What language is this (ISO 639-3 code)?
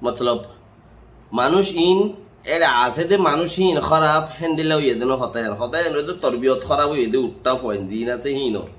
rhg